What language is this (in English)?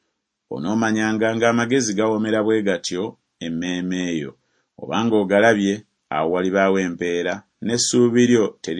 Ganda